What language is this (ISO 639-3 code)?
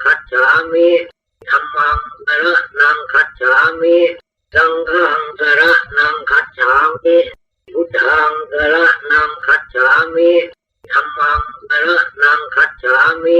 pli